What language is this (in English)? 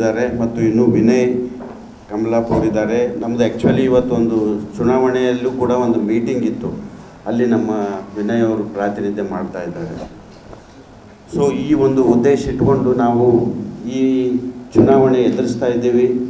Kannada